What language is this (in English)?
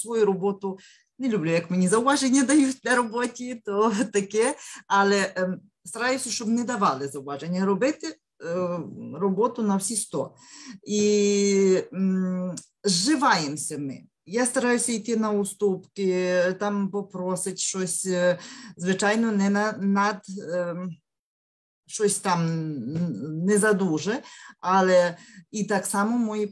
Ukrainian